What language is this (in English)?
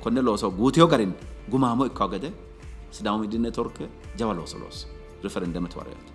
Sidamo